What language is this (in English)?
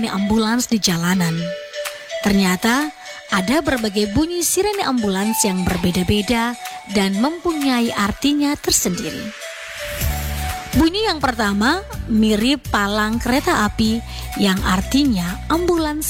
Indonesian